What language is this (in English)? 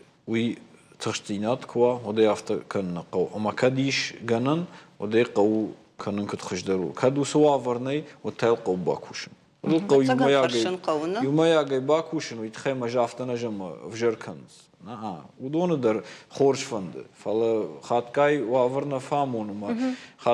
Ossetic